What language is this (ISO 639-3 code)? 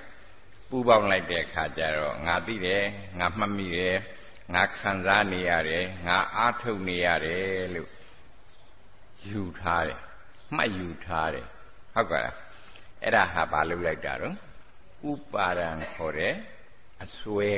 mya